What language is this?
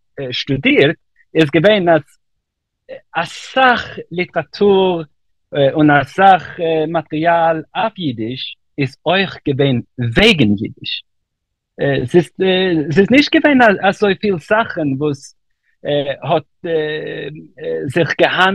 Yiddish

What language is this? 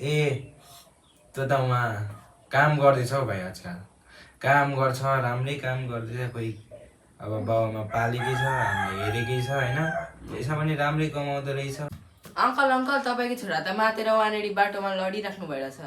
Nepali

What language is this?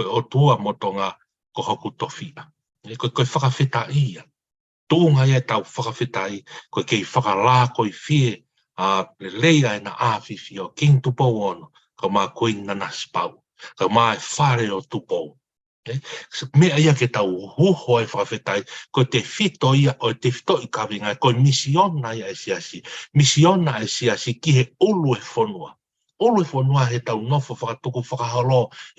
Tongan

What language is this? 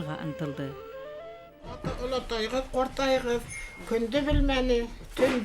Bashkir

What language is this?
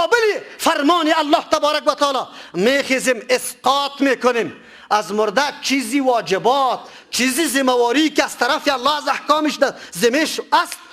Persian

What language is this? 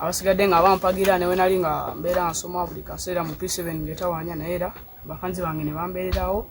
Ganda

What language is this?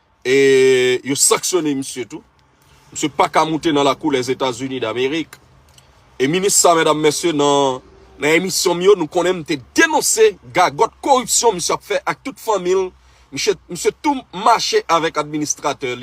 Haitian Creole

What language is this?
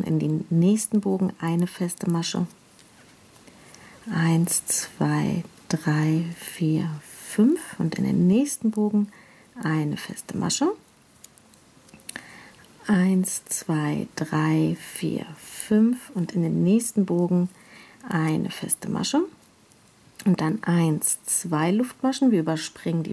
German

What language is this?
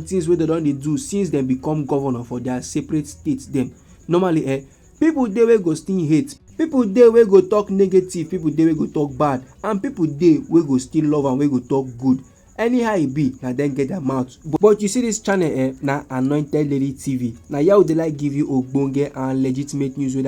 Nigerian Pidgin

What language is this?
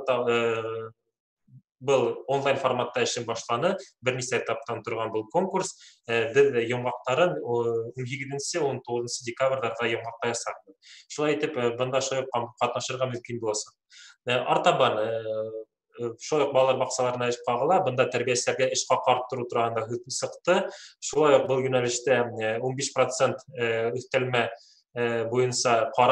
Bashkir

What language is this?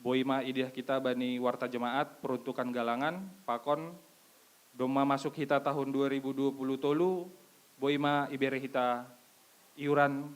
Batak Simalungun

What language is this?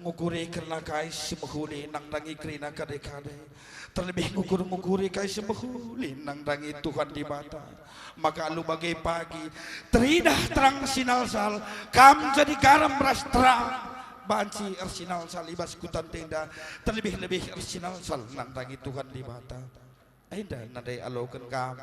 Batak Karo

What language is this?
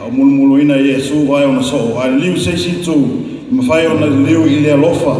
Samoan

